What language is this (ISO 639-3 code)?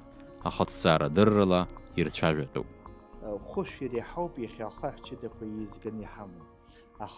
abk